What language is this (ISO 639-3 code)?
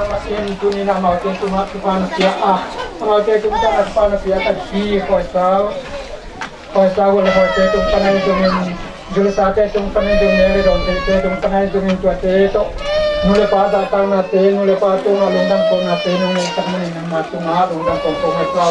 ctd